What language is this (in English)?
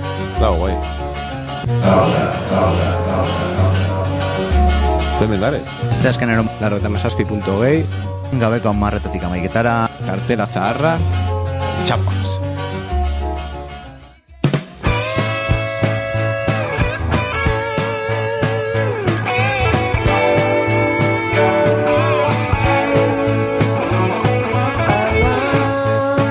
Basque